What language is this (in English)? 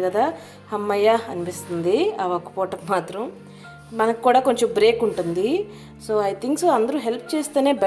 Telugu